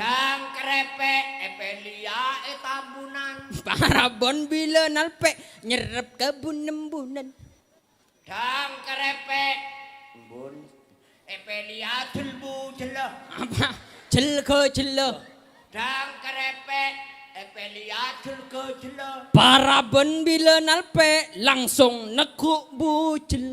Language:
Madurese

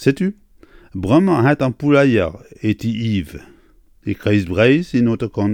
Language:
Breton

